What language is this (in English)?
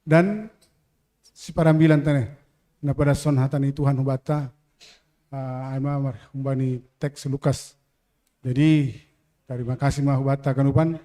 Batak Simalungun